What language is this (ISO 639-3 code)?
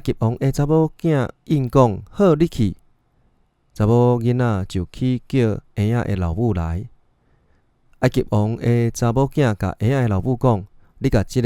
nan